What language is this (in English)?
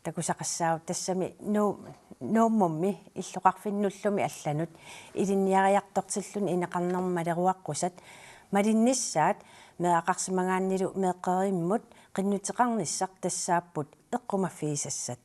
Kalaallisut